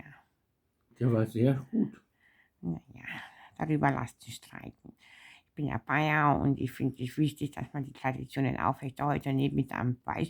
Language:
Bavarian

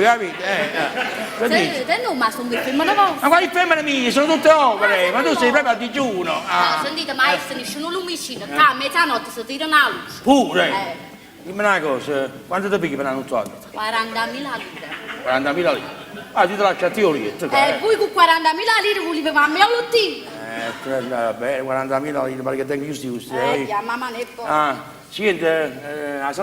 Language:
Neapolitan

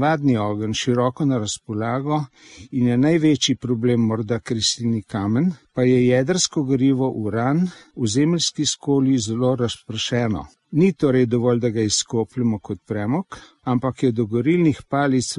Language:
Slovenian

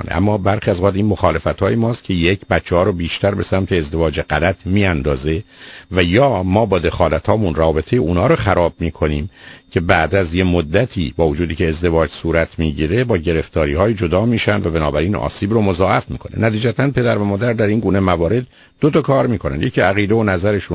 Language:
Persian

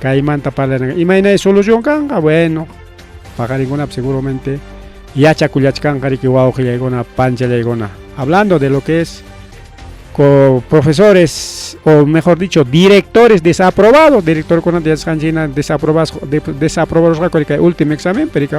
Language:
Ayacucho Quechua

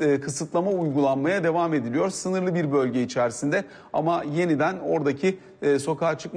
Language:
Turkish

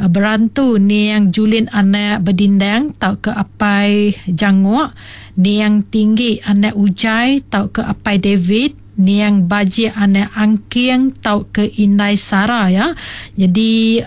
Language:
Iban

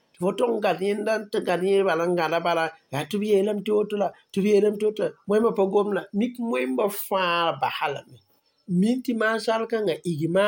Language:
Mossi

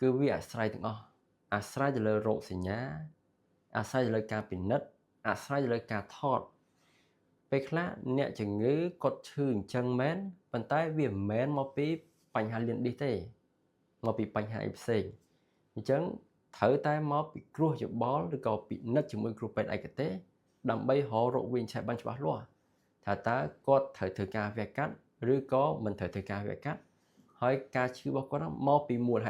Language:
Khmer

